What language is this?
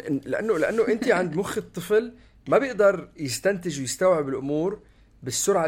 North Levantine Arabic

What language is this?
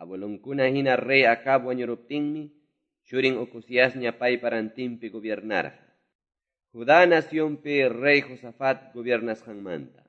Quechua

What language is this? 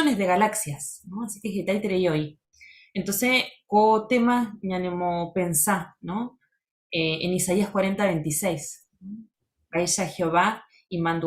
Guarani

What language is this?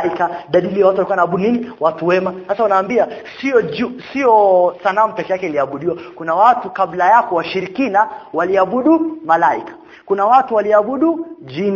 Swahili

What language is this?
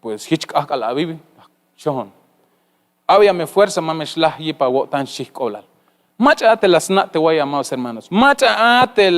Tzeltal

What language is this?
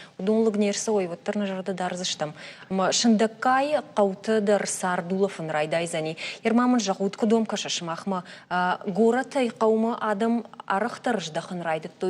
Ossetic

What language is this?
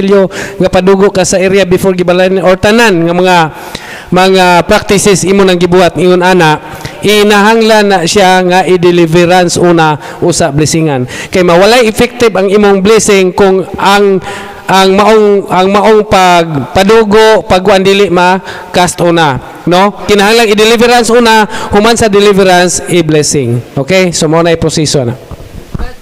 Cebuano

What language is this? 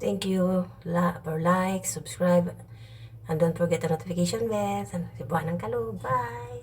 Cebuano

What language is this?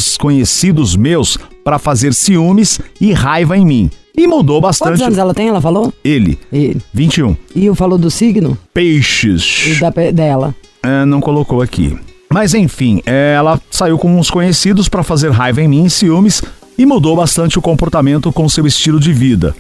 Portuguese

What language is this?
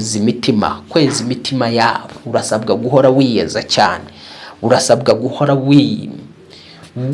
Kinyarwanda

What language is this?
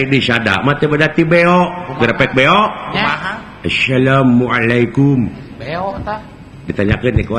Sundanese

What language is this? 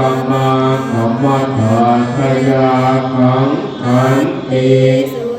Pali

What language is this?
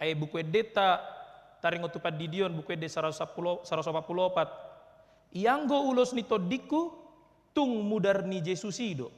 Batak Toba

